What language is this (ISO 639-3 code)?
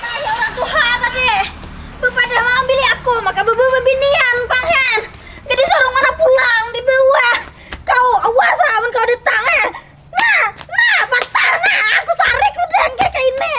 bjn